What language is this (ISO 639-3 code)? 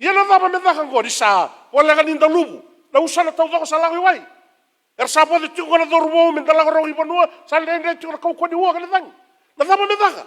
fij